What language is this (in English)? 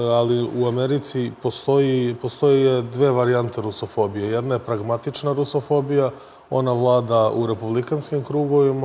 Serbian